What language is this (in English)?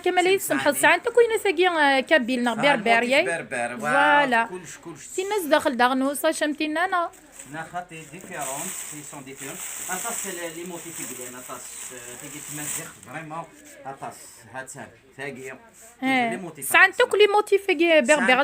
Kabyle